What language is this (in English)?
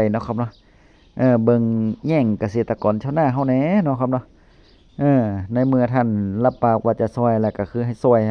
Northeastern Thai